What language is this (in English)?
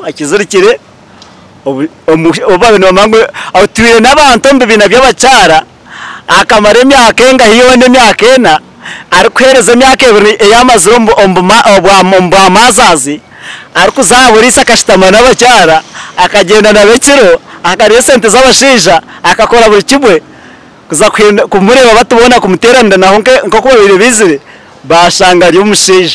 Nyankole